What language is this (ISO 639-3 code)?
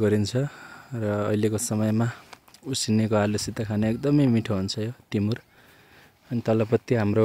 nep